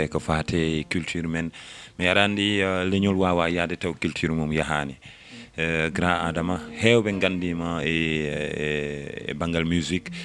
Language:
Fula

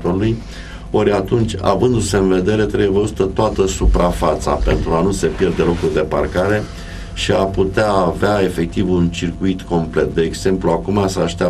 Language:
Romanian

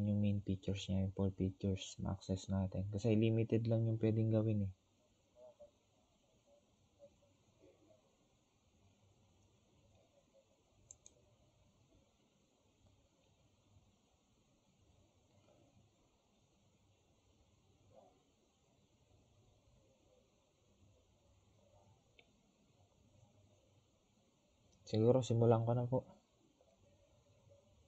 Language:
Filipino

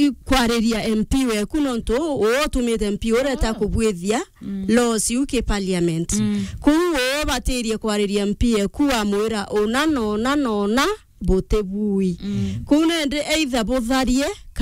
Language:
Meru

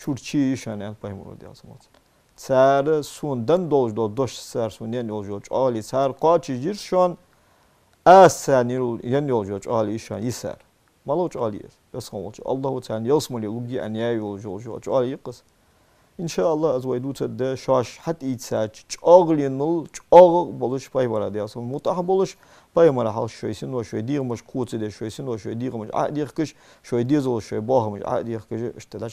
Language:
Ingush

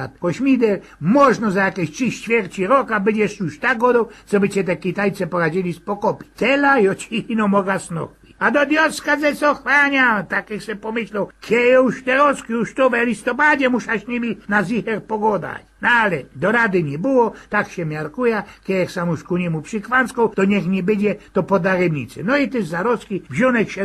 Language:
Silesian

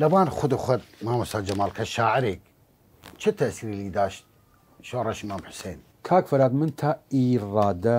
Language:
Southern Kurdish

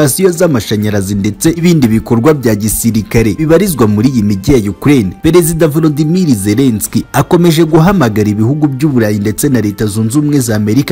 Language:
Kinyarwanda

